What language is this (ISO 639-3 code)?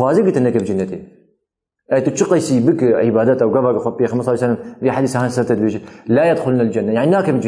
kur